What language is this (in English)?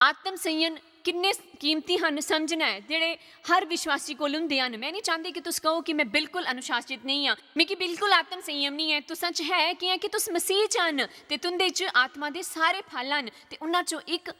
Dogri